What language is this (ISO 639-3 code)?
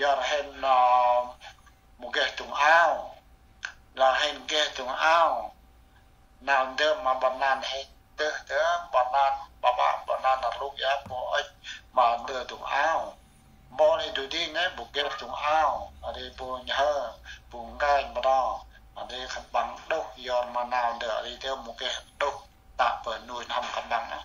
cmo